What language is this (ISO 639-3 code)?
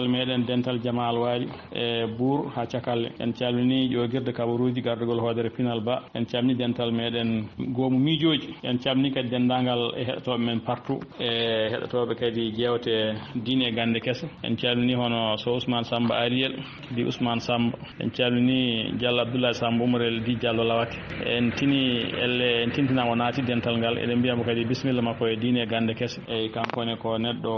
ful